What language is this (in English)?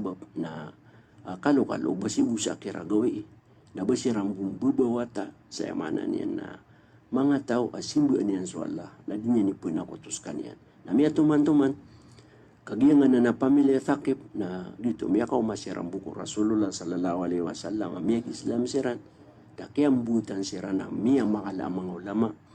Maranao